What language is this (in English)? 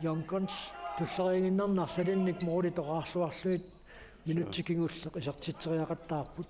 Kalaallisut